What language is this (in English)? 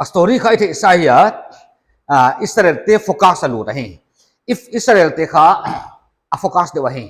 Paite Chin